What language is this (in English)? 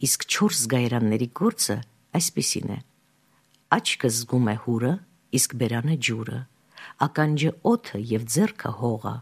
Armenian